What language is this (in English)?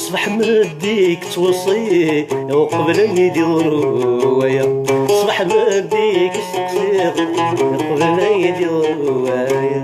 Kabyle